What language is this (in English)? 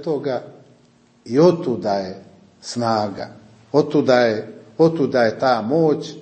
Croatian